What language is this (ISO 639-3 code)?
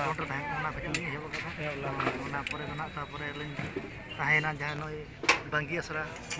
sat